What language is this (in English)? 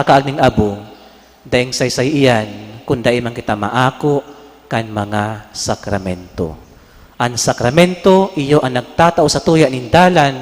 Bikol